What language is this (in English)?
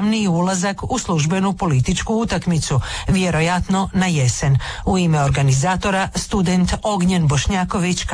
Croatian